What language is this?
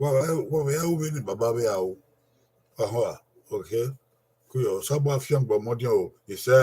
Bini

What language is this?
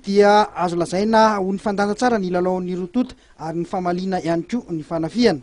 Malagasy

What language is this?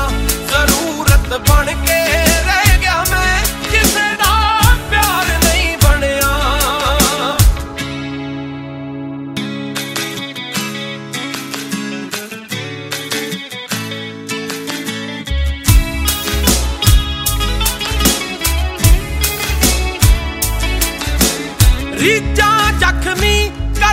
Punjabi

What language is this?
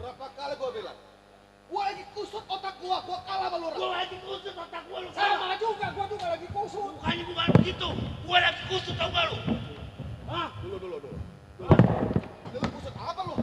Betawi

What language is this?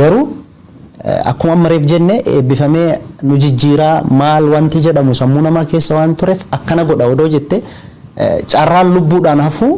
Oromo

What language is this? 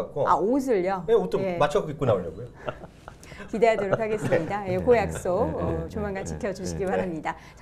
Korean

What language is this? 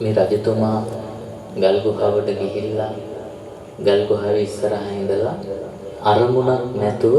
Sinhala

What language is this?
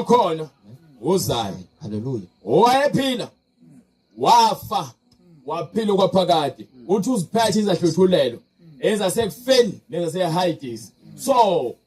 Zulu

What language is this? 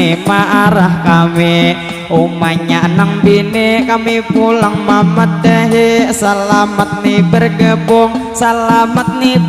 Banjar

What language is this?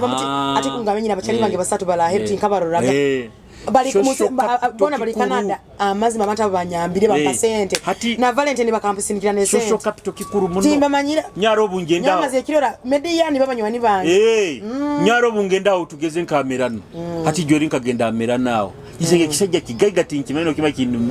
Nyoro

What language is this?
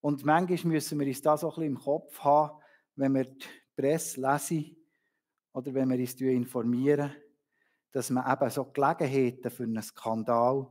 Swiss German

